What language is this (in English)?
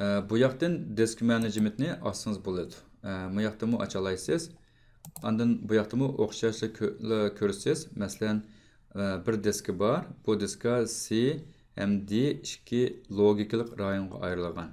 Uyghur